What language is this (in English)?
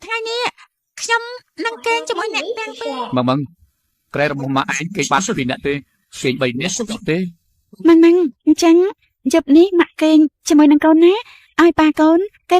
Khmer